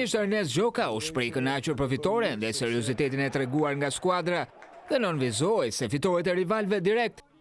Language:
Albanian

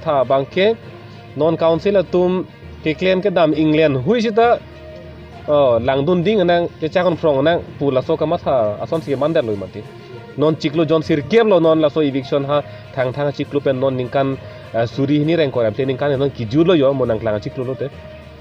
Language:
Karbi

